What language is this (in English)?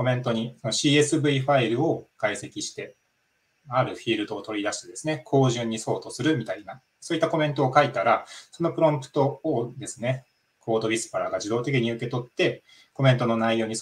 Japanese